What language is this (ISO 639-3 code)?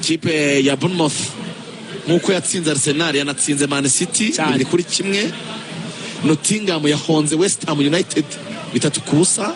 kin